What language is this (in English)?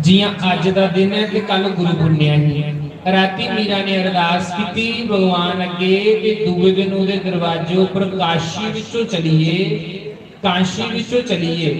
Dogri